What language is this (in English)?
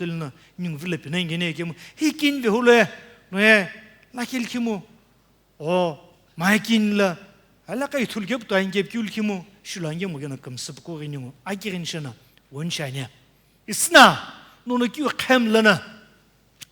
Sumi Naga